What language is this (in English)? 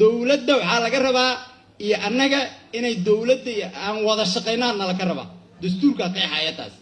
Somali